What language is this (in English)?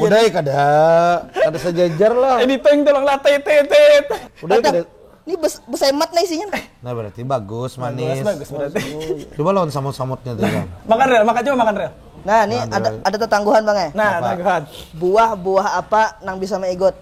Banjar